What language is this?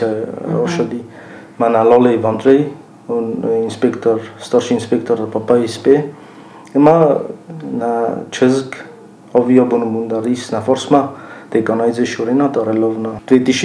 Ossetic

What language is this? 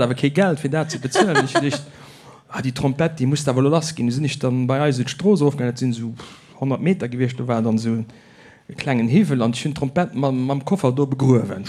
Luxembourgish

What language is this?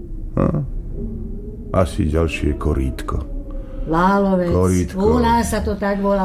Slovak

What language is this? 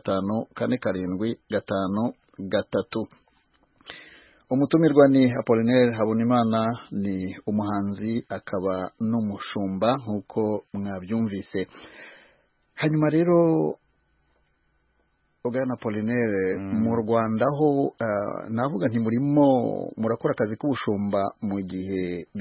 Kinyarwanda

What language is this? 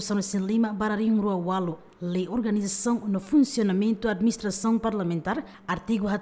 Tetum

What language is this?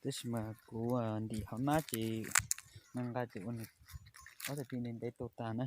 Hmong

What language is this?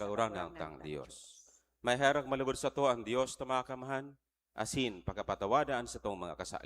Bikol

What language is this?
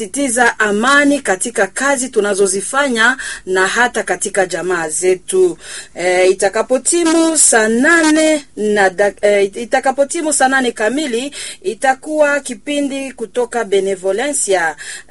Swahili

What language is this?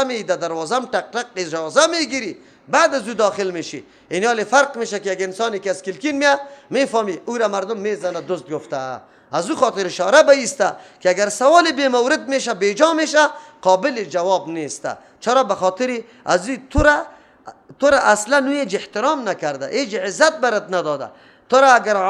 Persian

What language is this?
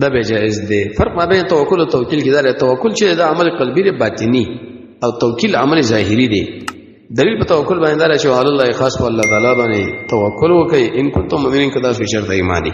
Pashto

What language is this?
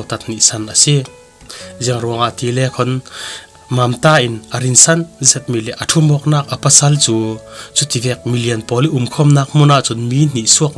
Falam Chin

